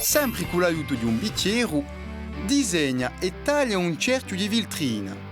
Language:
Corsican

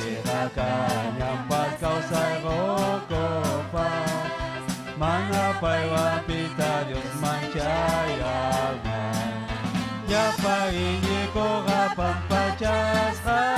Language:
Ayacucho Quechua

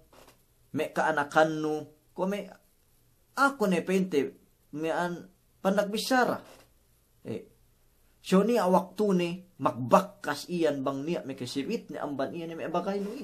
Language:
Yakan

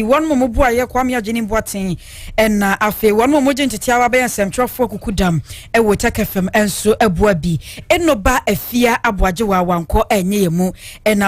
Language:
Akan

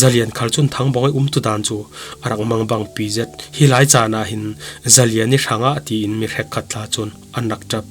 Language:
Falam Chin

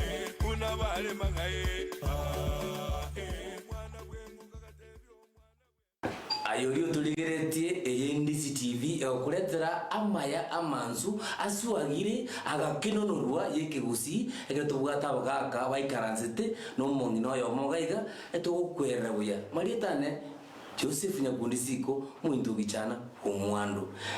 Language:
Gusii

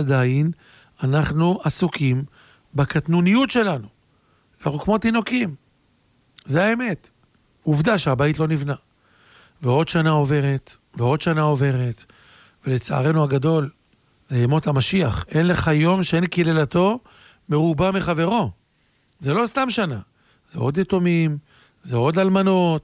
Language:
Hebrew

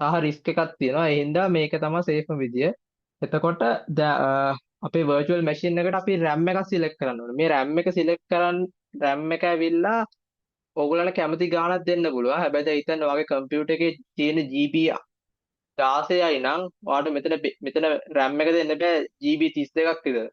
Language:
Sinhala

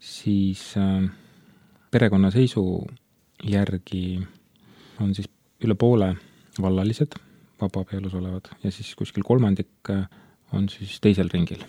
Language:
Estonian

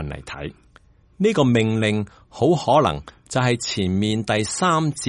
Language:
Cantonese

